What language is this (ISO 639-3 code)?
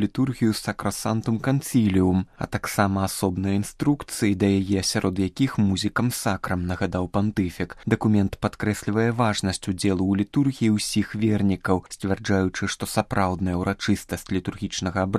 bel